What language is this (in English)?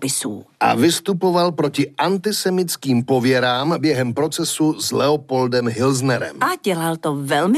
Czech